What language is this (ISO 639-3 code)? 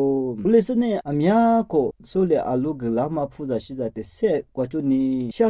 lis